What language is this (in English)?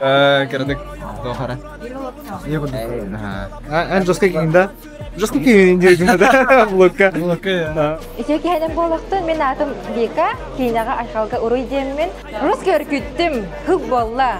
Yakut